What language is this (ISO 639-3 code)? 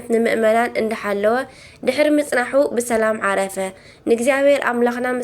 tir